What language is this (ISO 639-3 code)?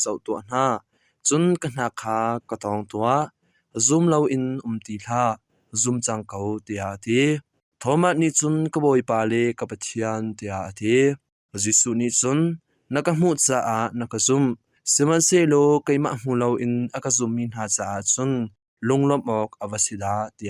cnh